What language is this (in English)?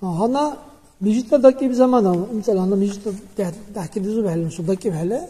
Dargwa